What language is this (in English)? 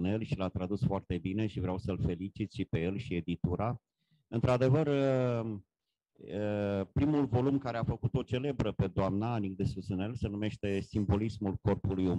Romanian